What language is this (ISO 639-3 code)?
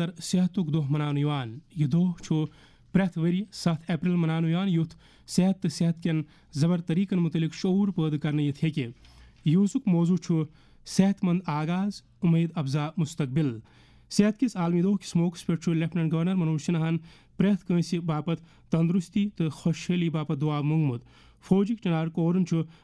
kas